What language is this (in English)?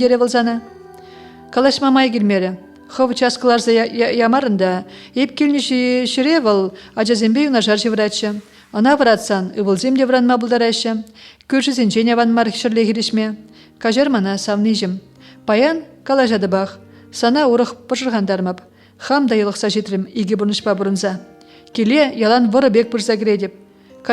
Chuvash